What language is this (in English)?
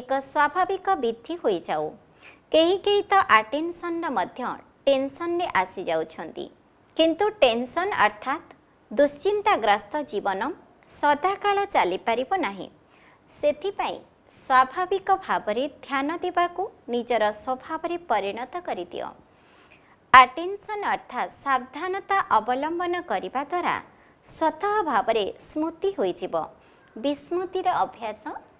Odia